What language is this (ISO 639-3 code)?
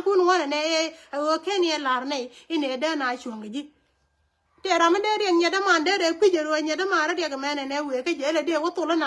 nus